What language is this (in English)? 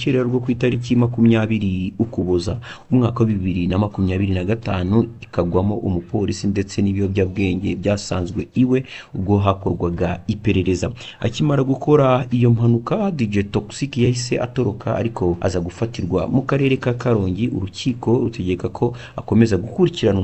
Kinyarwanda